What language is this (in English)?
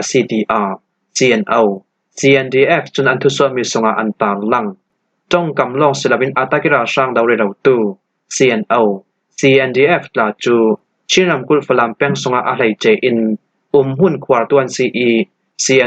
Falam Chin